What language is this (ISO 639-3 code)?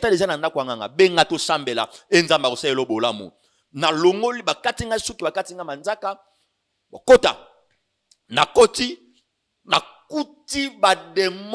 lin